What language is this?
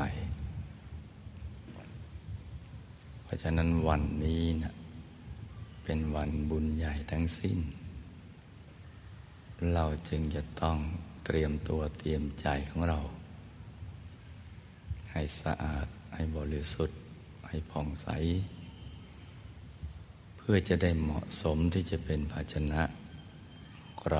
Thai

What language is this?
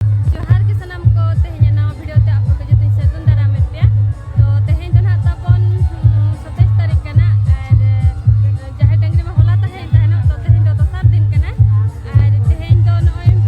Santali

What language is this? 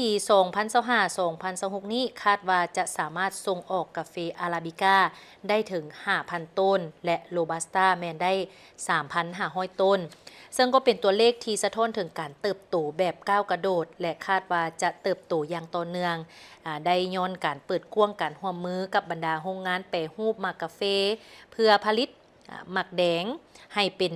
Lao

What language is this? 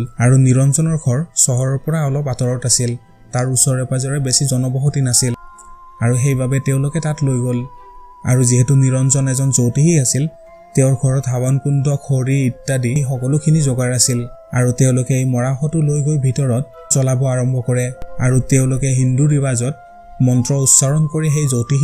Assamese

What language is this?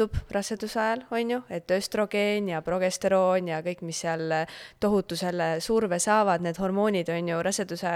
Estonian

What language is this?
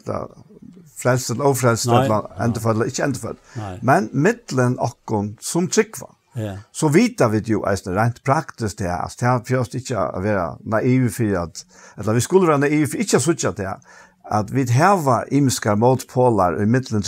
Faroese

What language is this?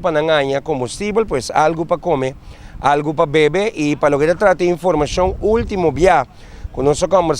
Papiamento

